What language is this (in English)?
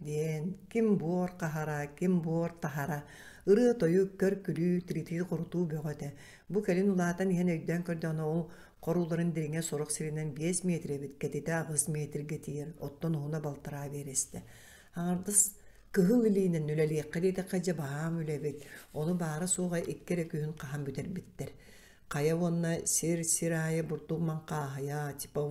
Yakut